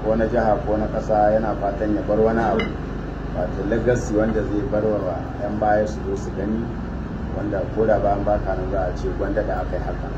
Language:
Hausa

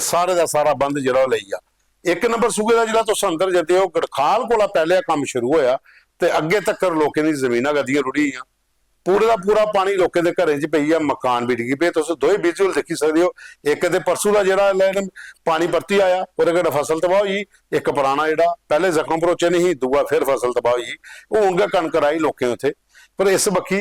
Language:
Dogri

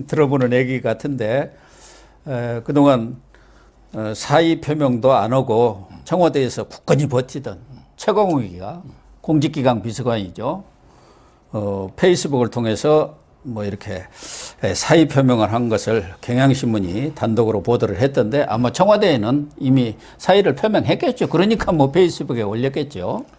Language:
Korean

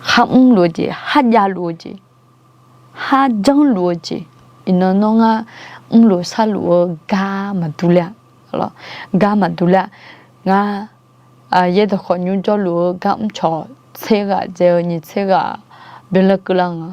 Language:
Akha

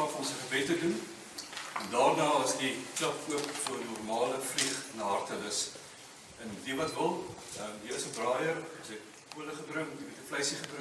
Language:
Afrikaans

